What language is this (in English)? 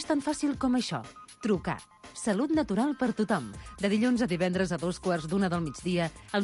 Catalan